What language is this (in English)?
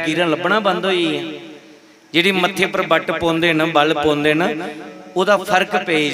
Dogri